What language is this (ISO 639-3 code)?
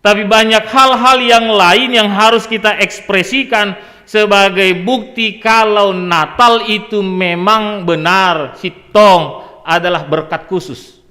bts